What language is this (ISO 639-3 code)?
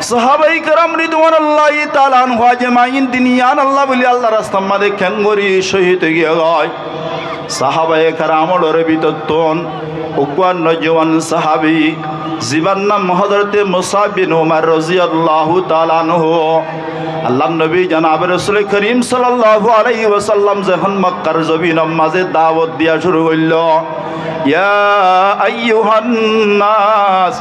rhg